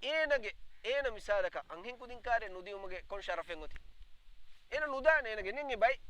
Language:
Divehi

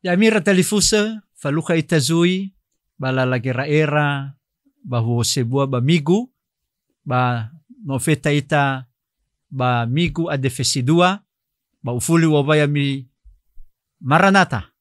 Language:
Nias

